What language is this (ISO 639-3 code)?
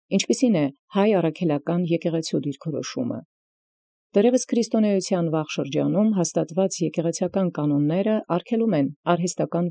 hye